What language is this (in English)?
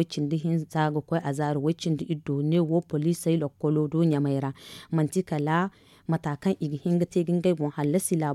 Zarma